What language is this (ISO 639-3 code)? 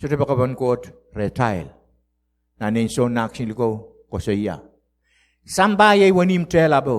pon